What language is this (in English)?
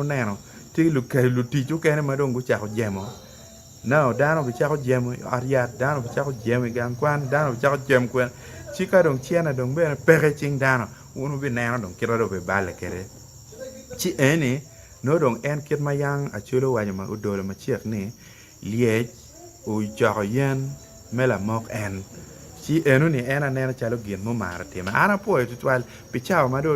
Acoli